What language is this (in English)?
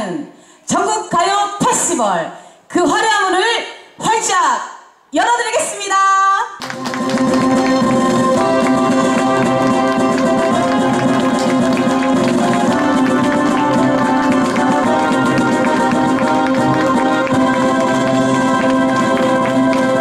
Korean